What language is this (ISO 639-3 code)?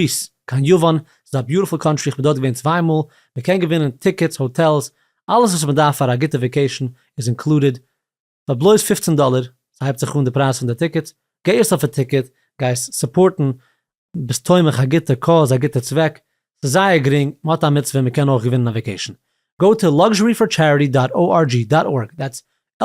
yid